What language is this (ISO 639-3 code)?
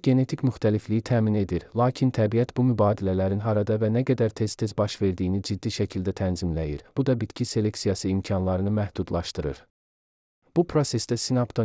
aze